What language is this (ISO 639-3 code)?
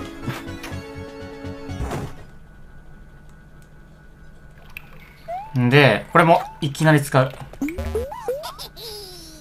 jpn